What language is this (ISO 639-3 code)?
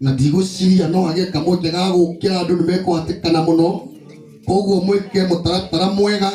kik